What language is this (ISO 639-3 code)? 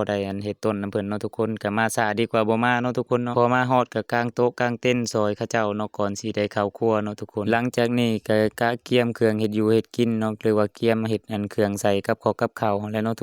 lao